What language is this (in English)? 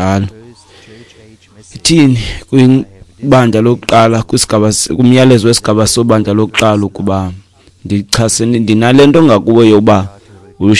Xhosa